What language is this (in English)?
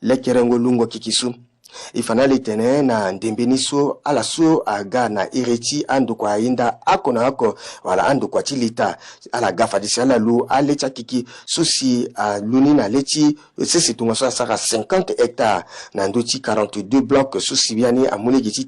Sango